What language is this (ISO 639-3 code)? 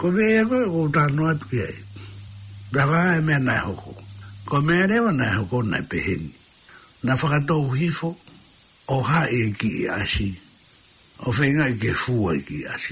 ton